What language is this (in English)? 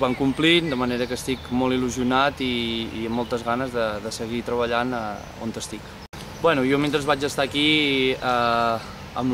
Catalan